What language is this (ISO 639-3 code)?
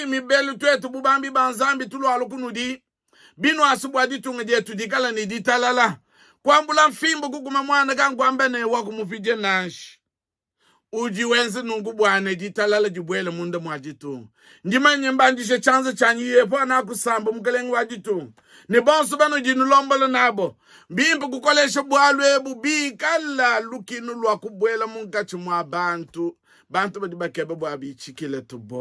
lua